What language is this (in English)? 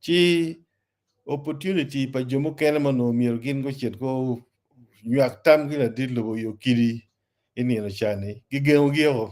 Acoli